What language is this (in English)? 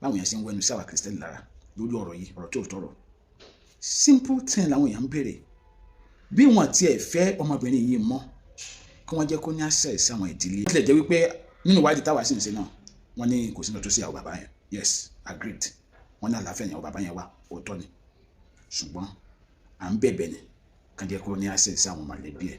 Yoruba